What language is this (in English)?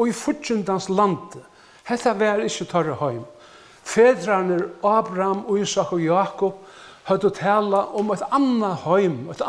Faroese